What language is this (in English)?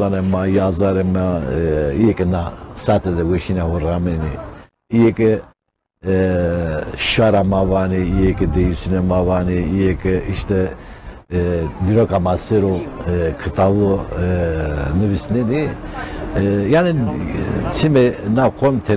Zaza